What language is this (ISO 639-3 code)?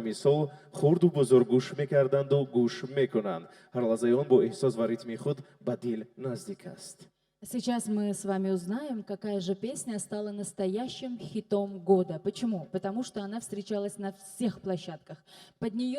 tgk